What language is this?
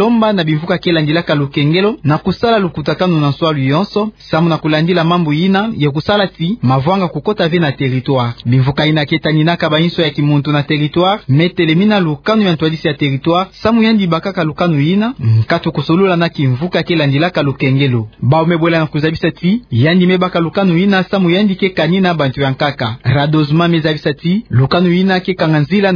Kituba (Democratic Republic of Congo)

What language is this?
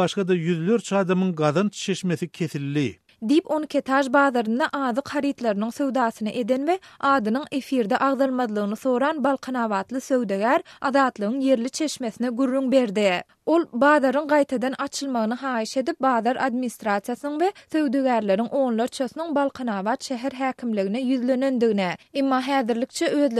Turkmen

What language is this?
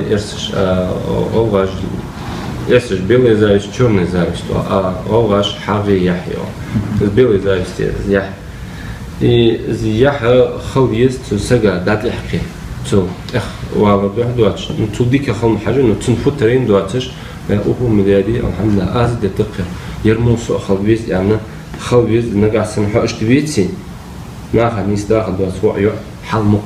Ingush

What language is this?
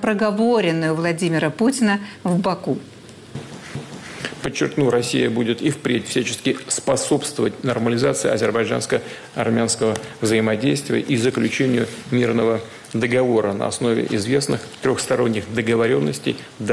Russian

